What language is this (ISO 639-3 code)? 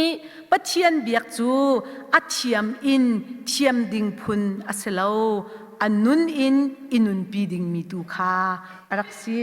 cnh